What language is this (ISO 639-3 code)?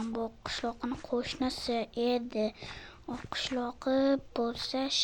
uzb